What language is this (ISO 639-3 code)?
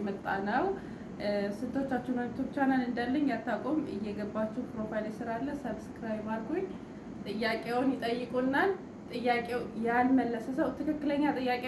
amh